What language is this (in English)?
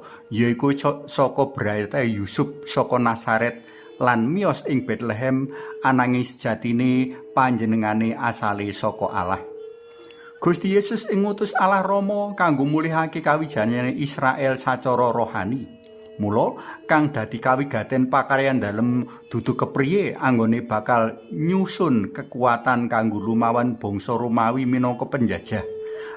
Javanese